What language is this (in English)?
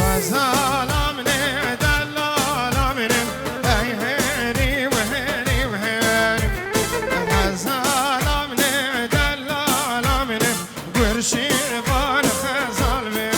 Kurdish